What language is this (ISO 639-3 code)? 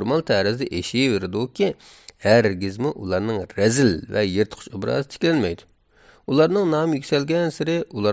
uig